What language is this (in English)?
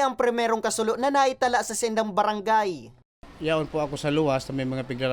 Bikol